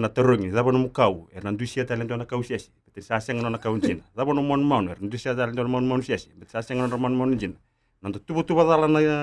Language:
Fijian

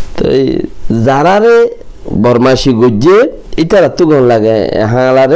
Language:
Rohingya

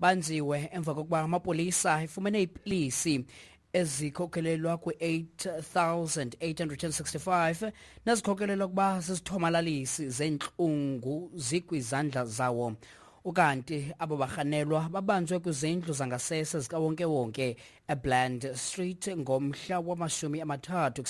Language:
Xhosa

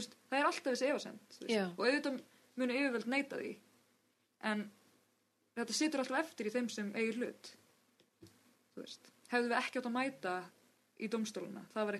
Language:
Icelandic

